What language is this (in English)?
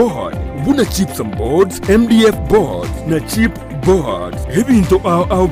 Gusii